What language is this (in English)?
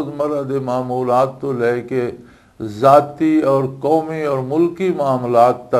Western Panjabi